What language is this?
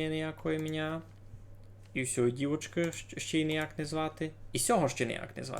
Rusyn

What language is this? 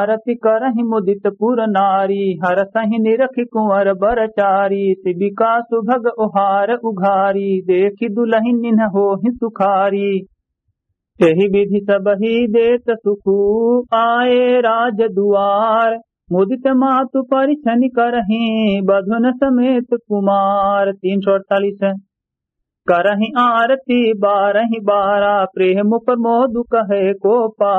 Awadhi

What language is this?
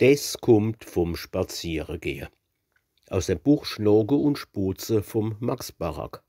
Palatine German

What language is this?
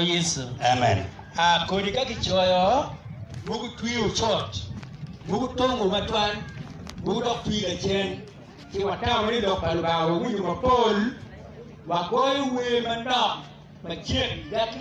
Acoli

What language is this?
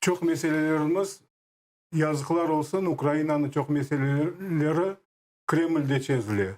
Crimean Tatar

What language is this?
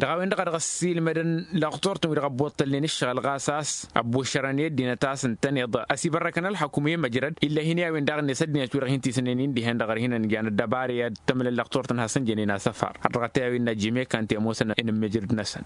Tamasheq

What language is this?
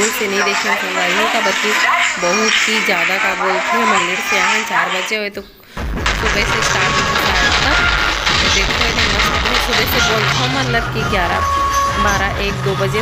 Chhattisgarhi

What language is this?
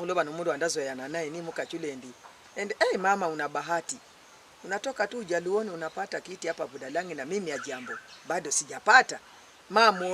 Luyia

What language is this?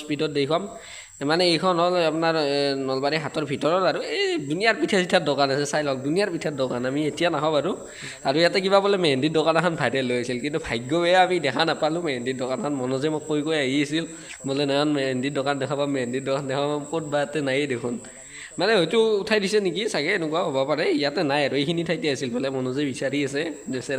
Assamese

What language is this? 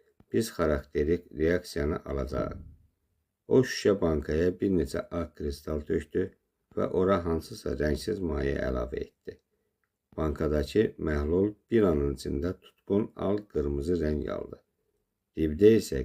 Azerbaijani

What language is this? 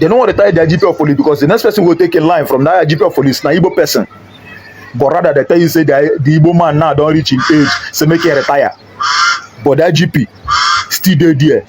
Nigerian Pidgin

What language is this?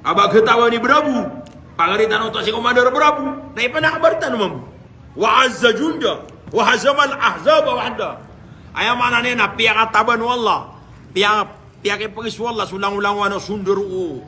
Maranao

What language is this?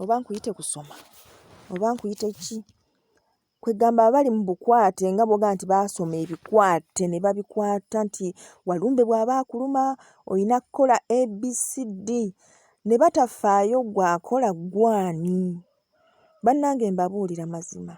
Ganda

